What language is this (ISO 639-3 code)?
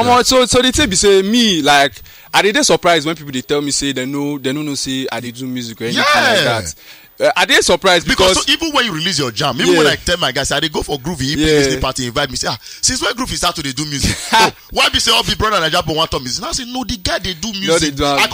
pcm